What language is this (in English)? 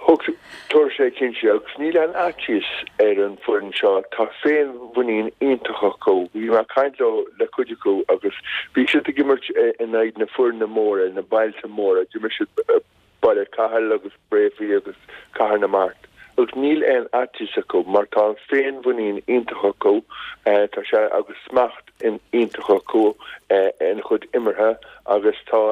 Irish